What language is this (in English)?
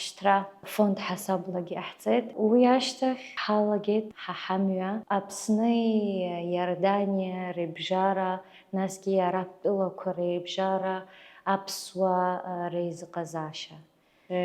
Abkhazian